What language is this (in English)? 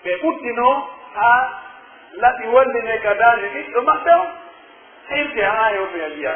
Pular